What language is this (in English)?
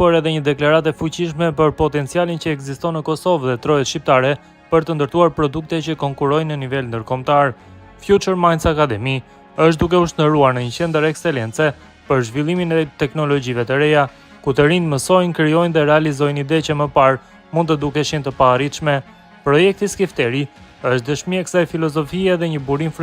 Albanian